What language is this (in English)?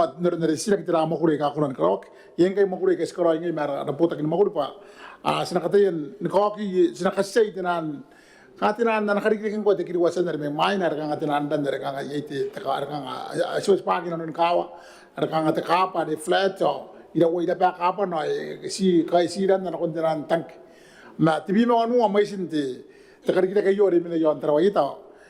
Gilbertese